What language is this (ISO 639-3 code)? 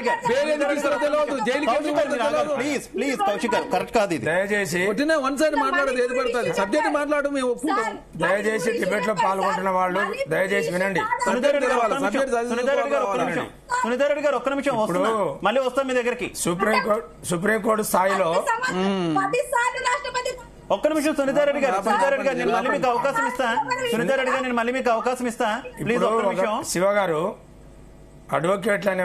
tel